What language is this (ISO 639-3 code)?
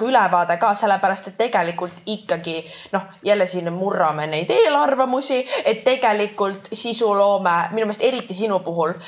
est